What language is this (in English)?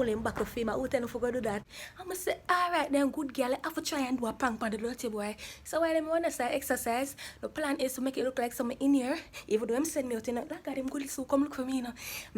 Jamaican Creole English